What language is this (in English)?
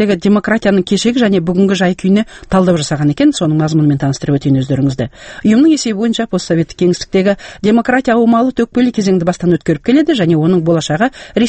Kazakh